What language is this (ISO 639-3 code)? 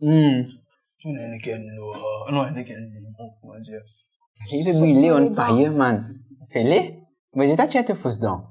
mfe